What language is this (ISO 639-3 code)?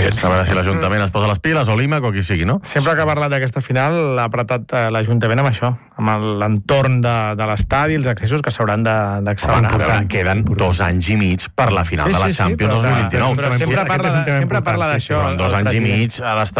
cat